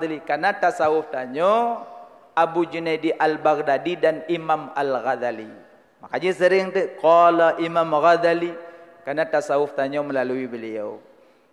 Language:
Achinese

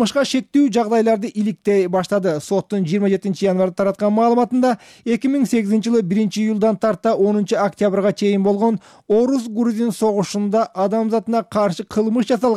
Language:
Kyrgyz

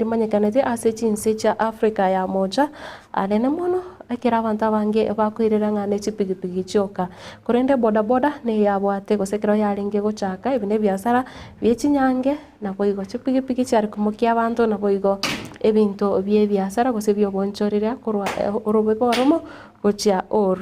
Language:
Gusii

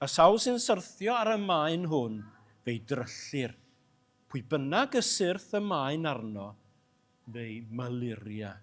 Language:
Welsh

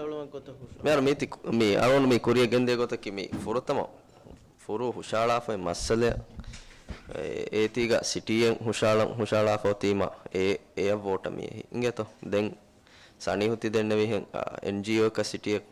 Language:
Divehi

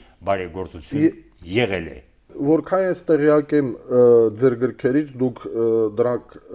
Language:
Armenian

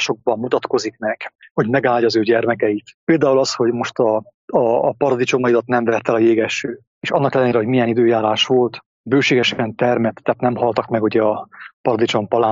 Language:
Hungarian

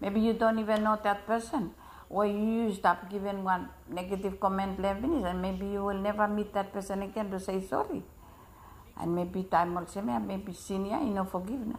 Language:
Bislama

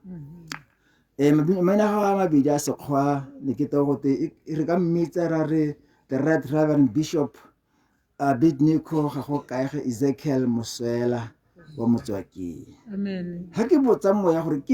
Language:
Tswana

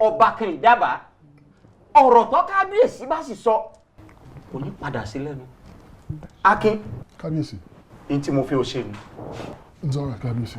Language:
Yoruba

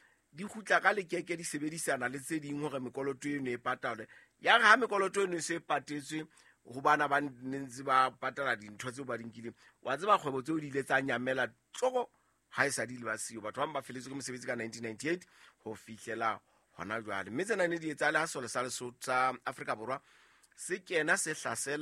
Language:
Southern Sotho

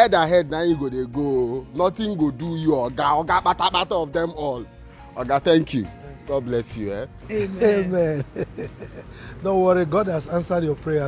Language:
Nigerian Pidgin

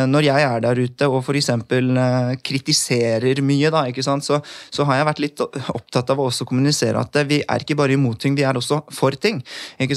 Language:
Norwegian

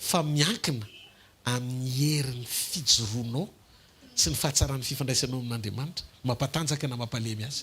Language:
Malagasy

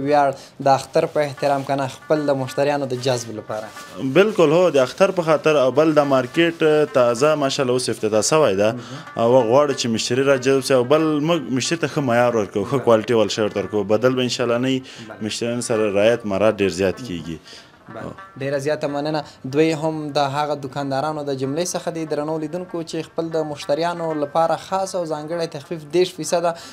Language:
Pashto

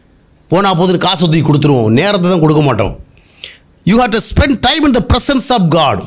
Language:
Tamil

